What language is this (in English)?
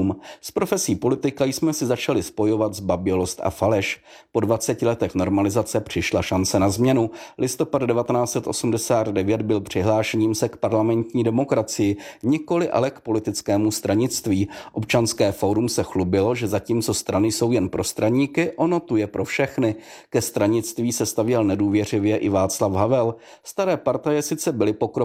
Czech